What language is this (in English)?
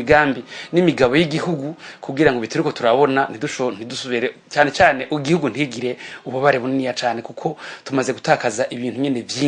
Rundi